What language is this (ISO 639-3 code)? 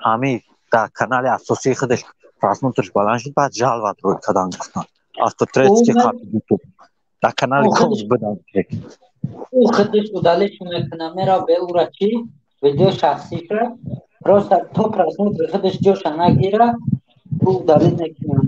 tgk